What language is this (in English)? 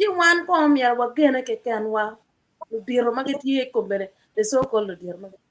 Acoli